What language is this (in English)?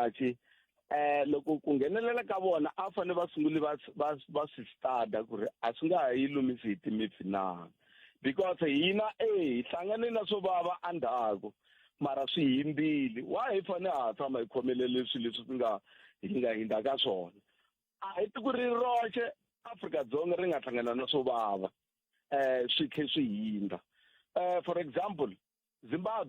Tsonga